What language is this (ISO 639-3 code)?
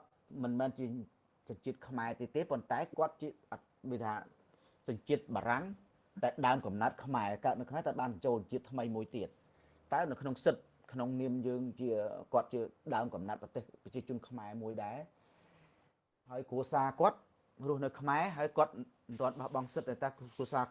khm